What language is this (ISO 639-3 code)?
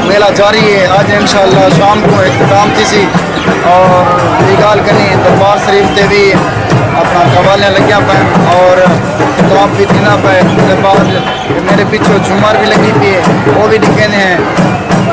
skr